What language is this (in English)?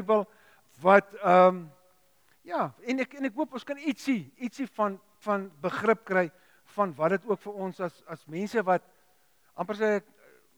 Afrikaans